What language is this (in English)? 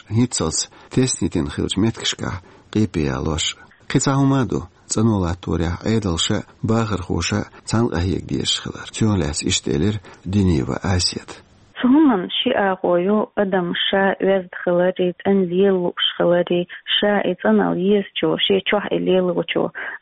Chechen